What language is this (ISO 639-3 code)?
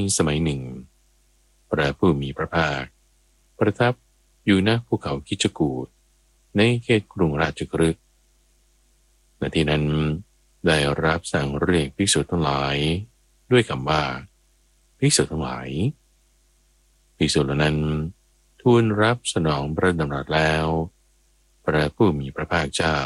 tha